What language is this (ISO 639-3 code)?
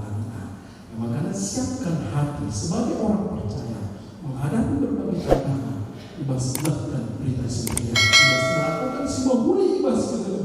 btx